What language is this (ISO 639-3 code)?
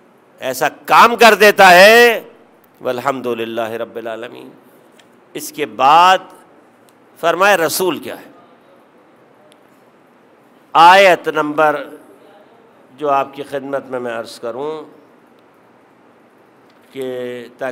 urd